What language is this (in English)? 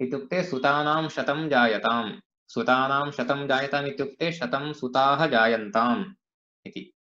Sanskrit